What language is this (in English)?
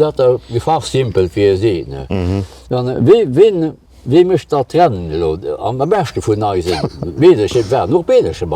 Luxembourgish